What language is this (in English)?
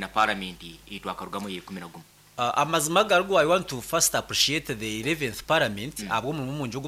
Nyankole